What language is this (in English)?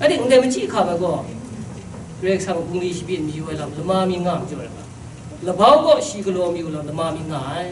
Kachin